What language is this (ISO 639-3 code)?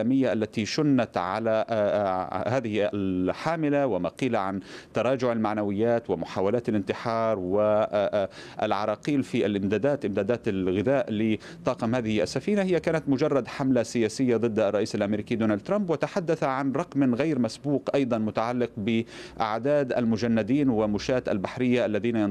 ara